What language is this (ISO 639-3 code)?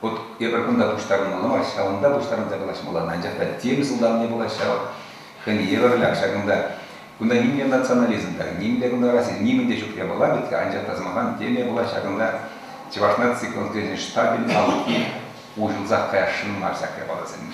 chv